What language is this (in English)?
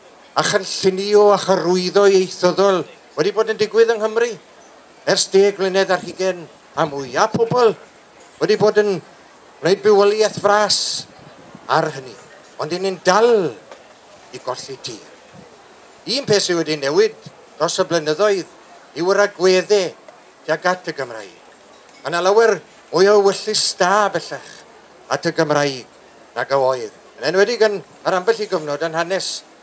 Welsh